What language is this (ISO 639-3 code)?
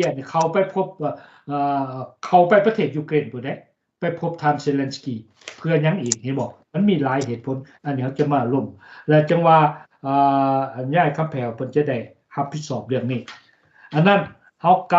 lao